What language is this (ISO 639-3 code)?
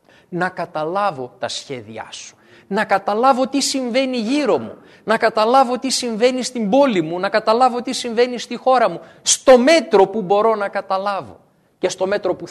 ell